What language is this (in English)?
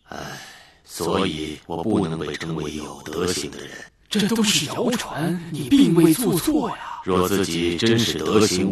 Chinese